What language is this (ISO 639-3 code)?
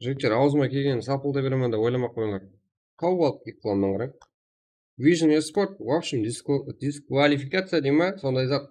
kaa